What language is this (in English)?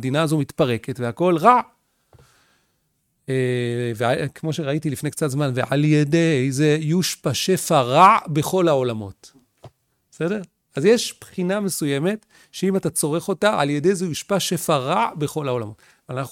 Hebrew